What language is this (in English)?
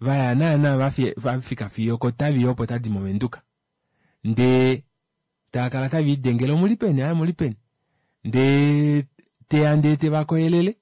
Kuanyama